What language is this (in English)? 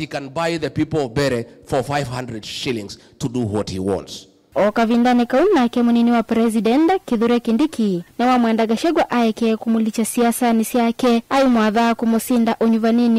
Kamba